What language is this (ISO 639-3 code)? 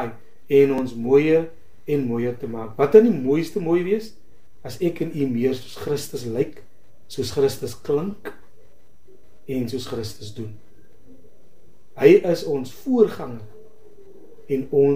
afr